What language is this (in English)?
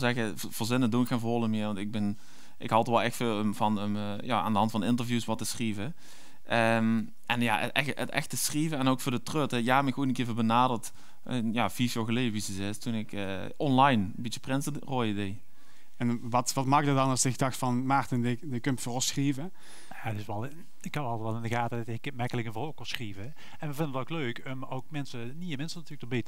Limburgish